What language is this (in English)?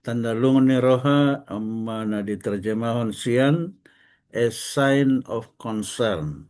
Batak Toba